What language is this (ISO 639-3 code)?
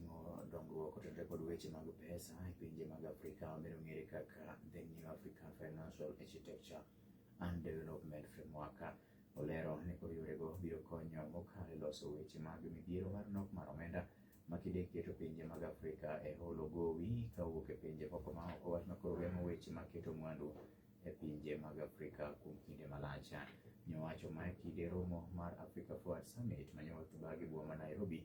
luo